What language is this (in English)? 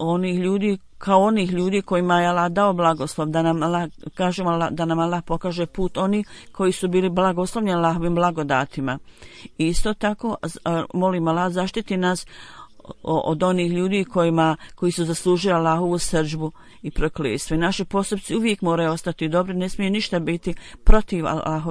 Bosnian